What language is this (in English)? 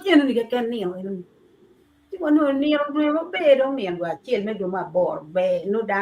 Acoli